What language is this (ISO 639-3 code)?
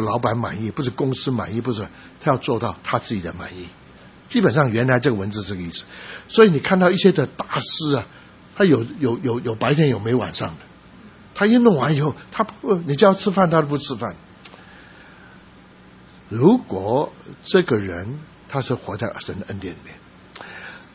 zho